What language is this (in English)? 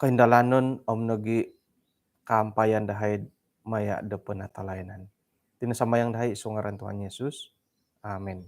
Central Dusun